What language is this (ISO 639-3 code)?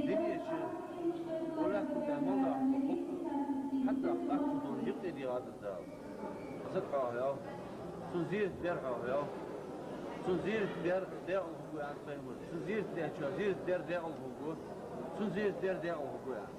inh